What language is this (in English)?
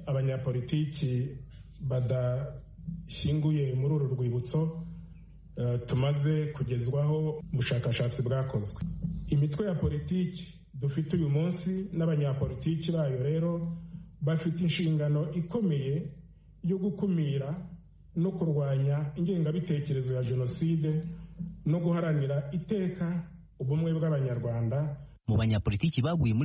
Kinyarwanda